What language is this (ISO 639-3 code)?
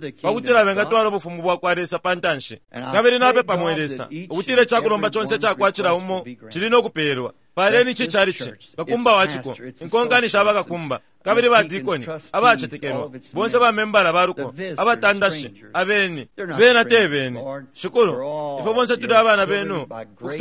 bem